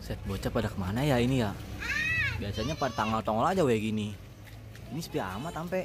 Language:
Betawi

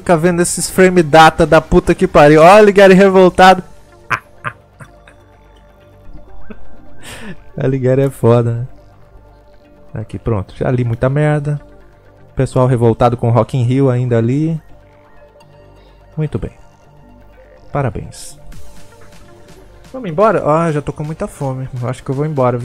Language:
Portuguese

